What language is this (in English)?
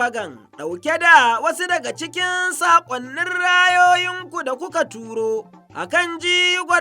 Hausa